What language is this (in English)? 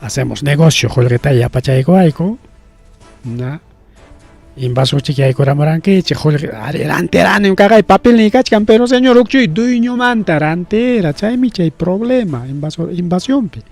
Ayacucho Quechua